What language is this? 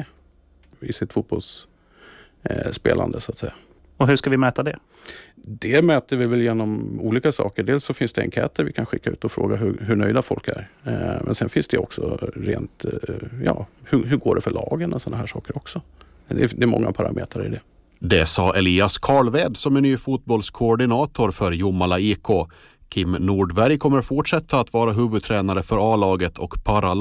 Swedish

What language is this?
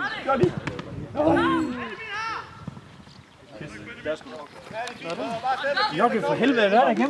Danish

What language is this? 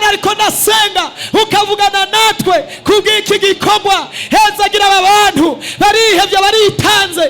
Rundi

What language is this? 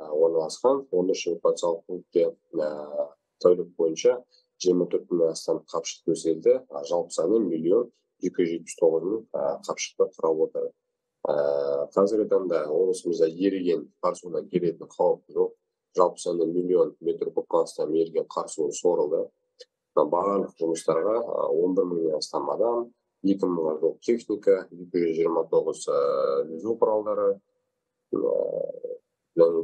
Kazakh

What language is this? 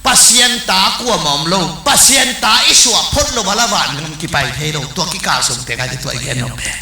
Tedim Chin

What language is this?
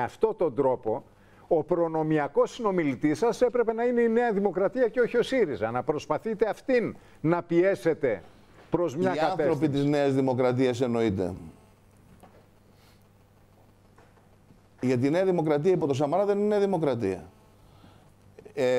Greek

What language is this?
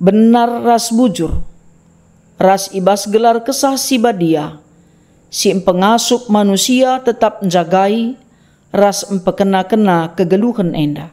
Batak Karo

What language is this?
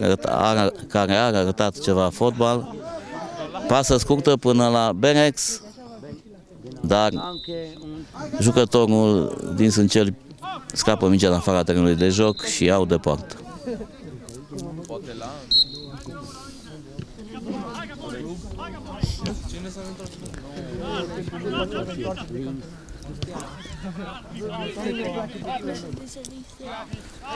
Romanian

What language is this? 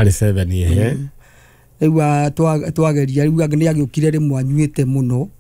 Kikuyu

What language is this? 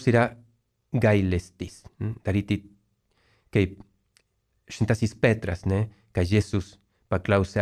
Lithuanian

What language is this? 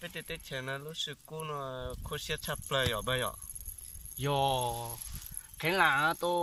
Hmong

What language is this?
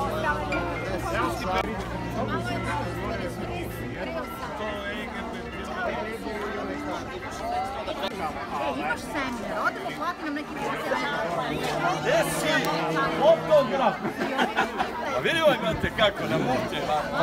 Serbian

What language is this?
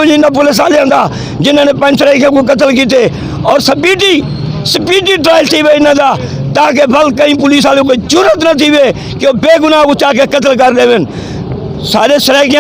Saraiki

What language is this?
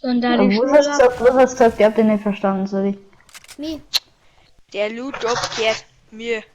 Bavarian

